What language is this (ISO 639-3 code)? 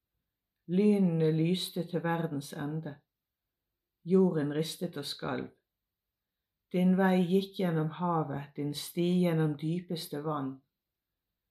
nor